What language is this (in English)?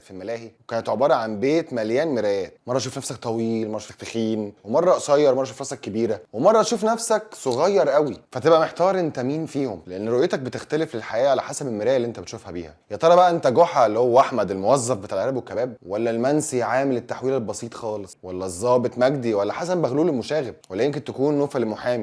Egyptian Arabic